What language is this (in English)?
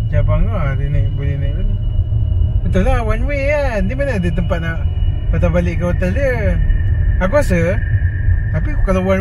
Malay